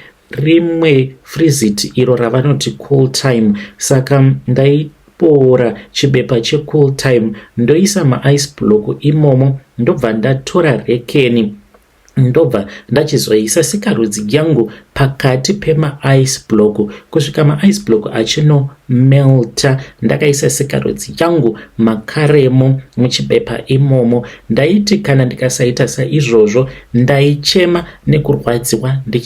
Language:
Shona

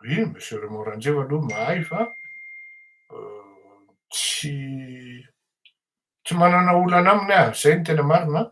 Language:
Malagasy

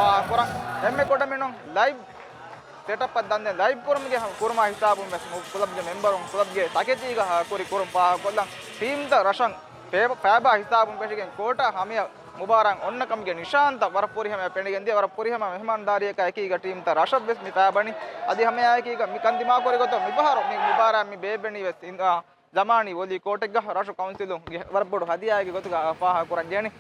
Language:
Divehi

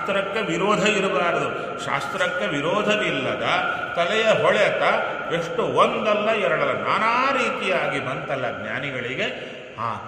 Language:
Kannada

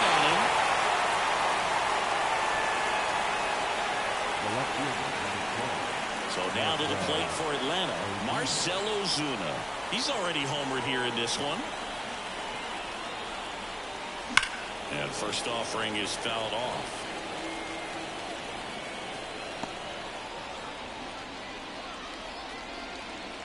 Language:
English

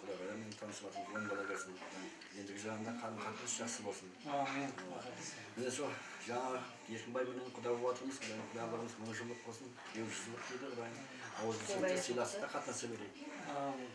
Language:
Kara-Kalpak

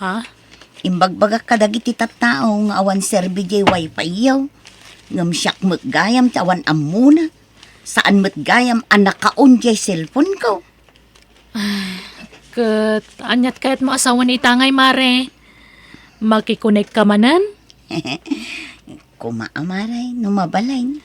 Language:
Iloko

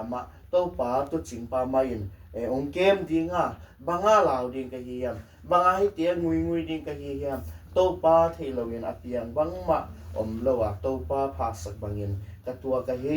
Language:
Tedim Chin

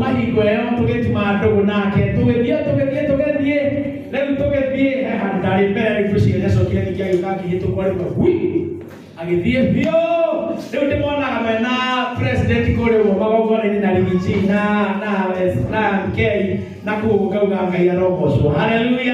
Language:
Kikuyu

